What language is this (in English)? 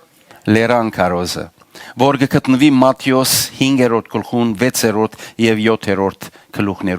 Western Armenian